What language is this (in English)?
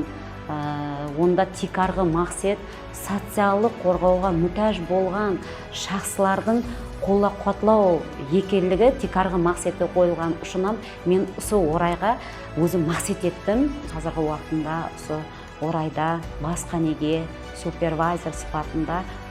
Kara-Kalpak